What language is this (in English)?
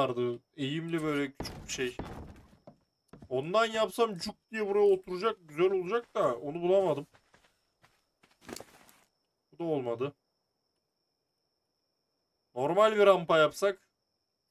Turkish